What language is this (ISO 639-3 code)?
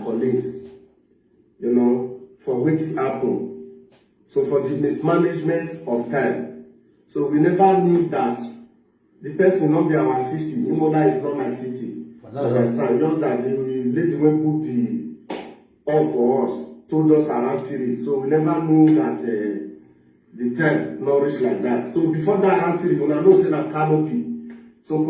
pcm